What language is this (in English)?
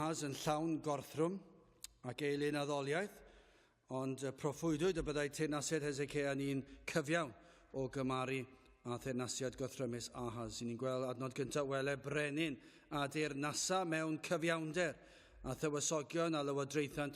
Welsh